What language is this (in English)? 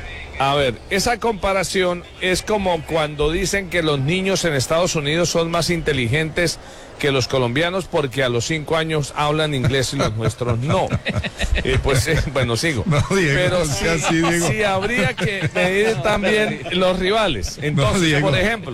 Spanish